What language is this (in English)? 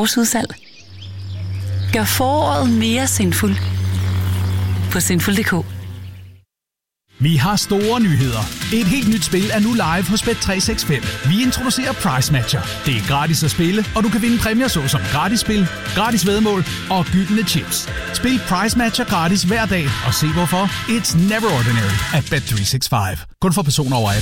Danish